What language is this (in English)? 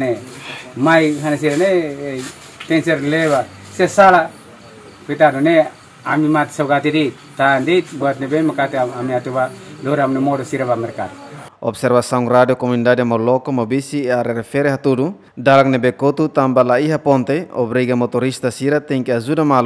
Tetum